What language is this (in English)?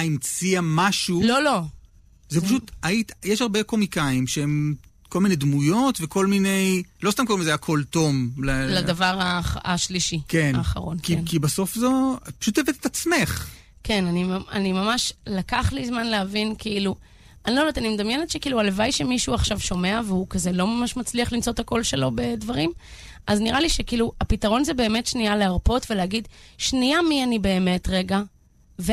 Hebrew